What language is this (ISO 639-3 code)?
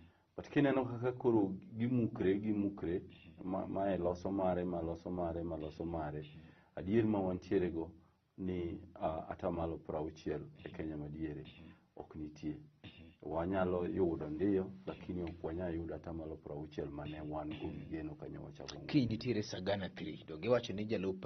luo